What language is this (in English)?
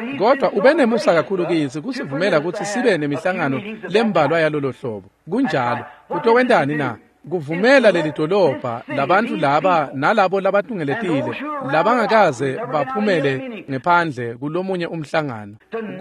Swati